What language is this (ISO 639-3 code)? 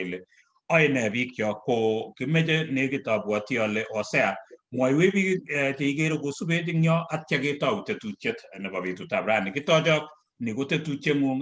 kln